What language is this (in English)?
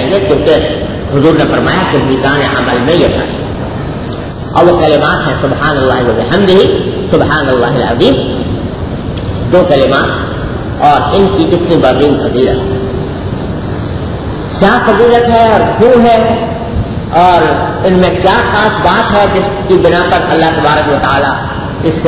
Urdu